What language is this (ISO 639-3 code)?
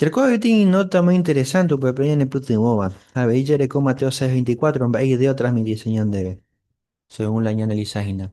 grn